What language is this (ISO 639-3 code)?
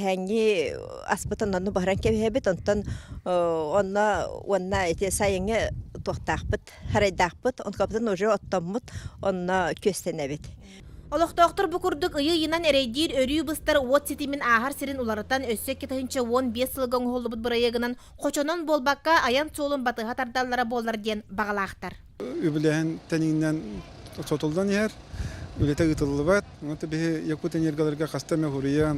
sah